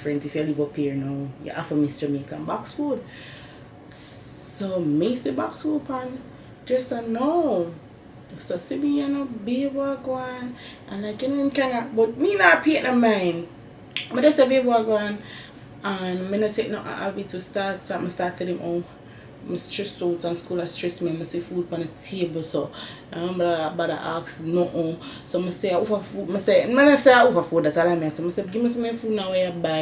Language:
Jamaican Creole English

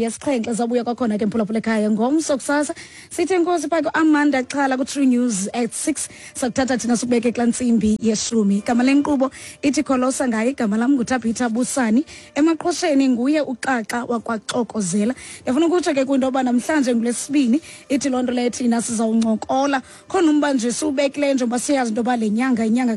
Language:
Xhosa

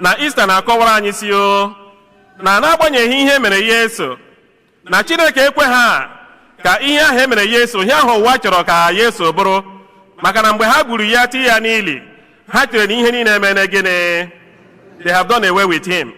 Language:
Igbo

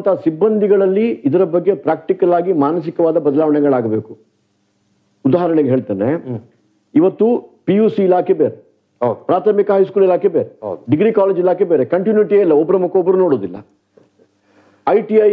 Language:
Kannada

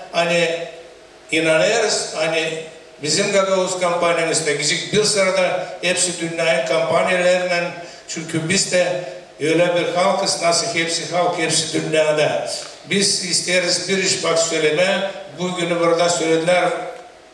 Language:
Gagauz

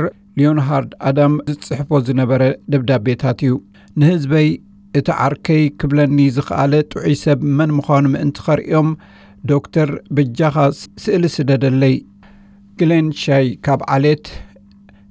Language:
Tigrinya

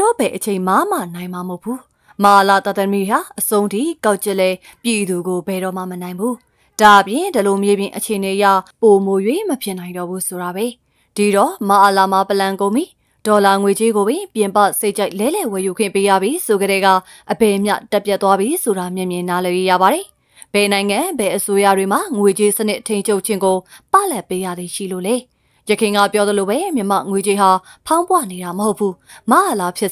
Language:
Burmese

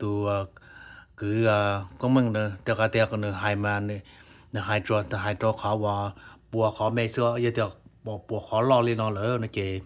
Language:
Hmong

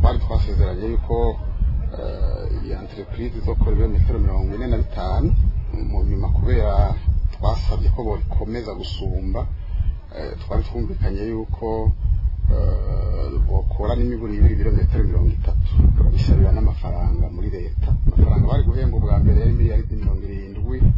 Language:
Rundi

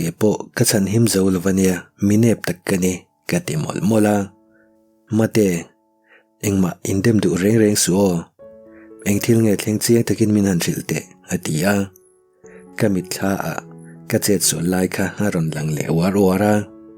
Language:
Mizo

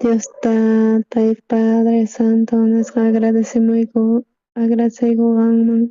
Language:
South Bolivian Quechua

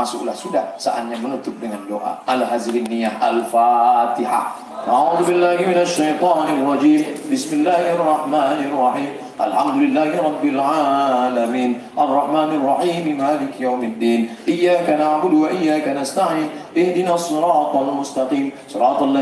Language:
Indonesian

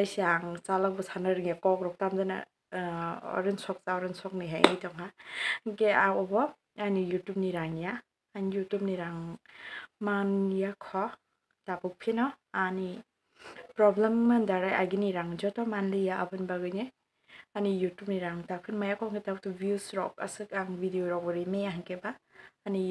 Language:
Kok Borok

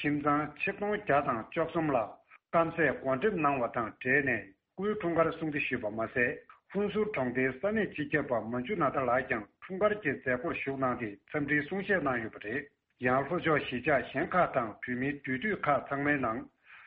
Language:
Tibetan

